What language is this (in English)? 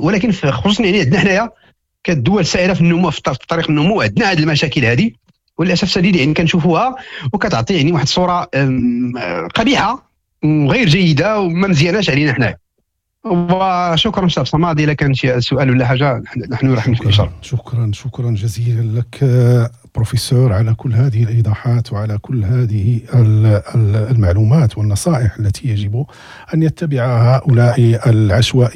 Moroccan Arabic